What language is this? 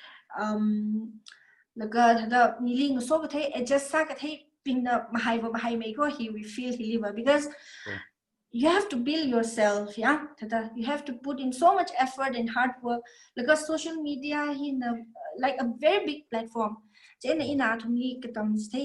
Tangkhul Naga (India)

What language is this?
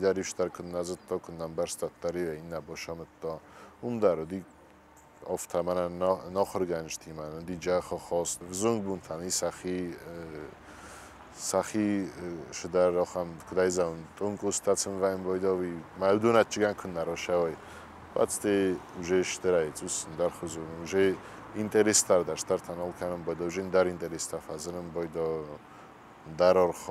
Ossetic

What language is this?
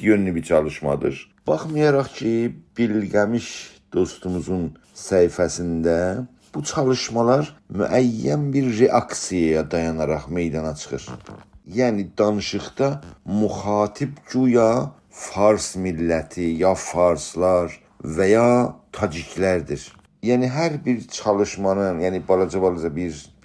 South Azerbaijani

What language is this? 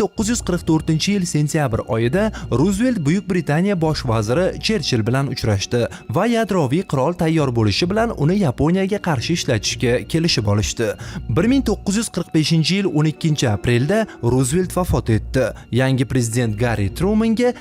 Uzbek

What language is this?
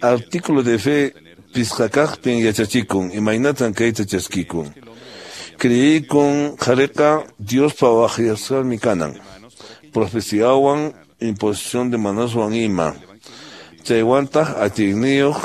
Quechua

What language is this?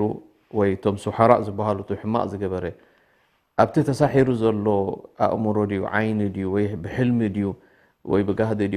Tigrinya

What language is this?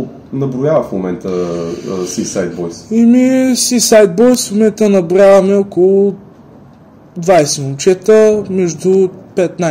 Bulgarian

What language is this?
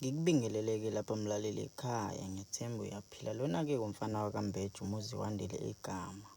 Zulu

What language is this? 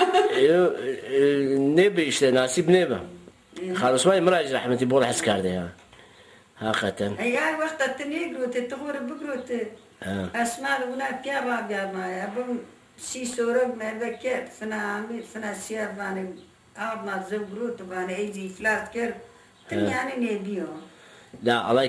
Zaza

